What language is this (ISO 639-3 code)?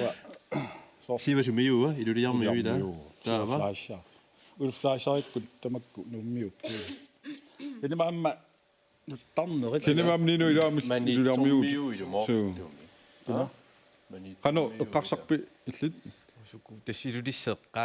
kal